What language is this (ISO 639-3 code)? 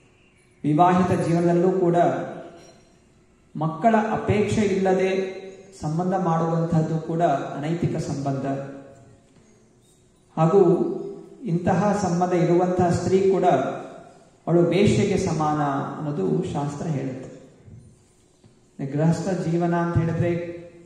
kan